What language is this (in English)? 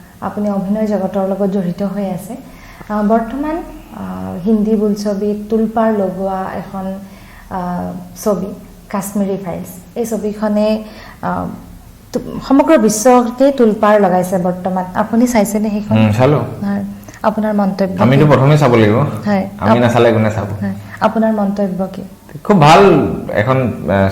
Assamese